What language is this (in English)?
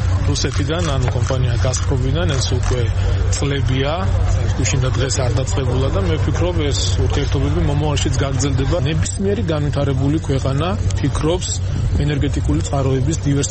Georgian